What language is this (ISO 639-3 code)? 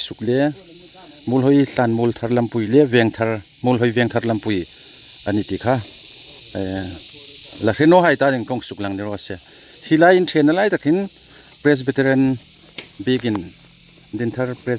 hmr